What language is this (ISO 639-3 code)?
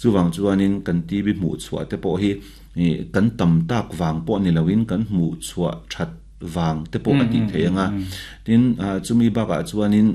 lus